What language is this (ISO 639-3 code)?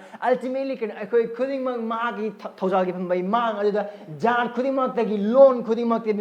mni